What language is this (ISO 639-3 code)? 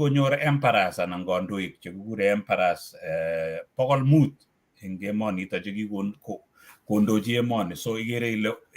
kln